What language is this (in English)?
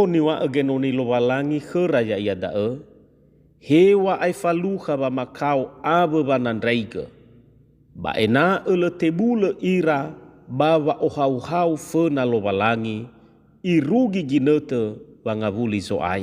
Nias